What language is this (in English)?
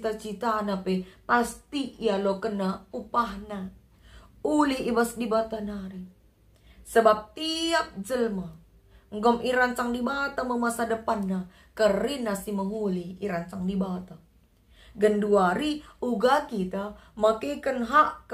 Batak Karo